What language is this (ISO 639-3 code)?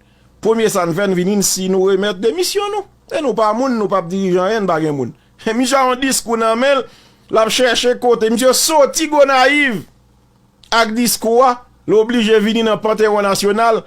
hat